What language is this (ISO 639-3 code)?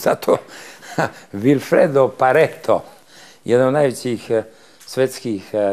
srp